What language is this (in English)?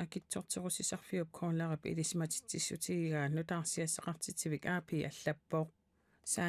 Kalaallisut